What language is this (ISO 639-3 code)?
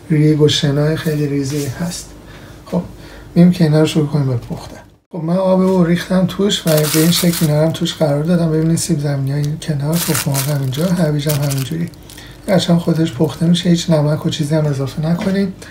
fas